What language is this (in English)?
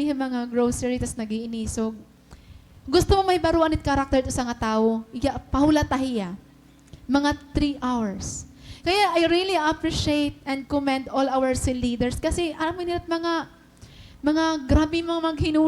Waray